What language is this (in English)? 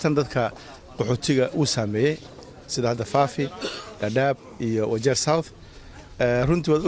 Somali